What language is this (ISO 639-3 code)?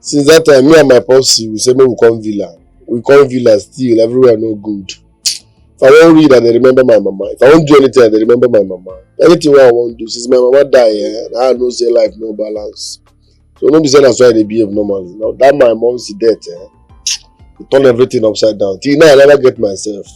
pcm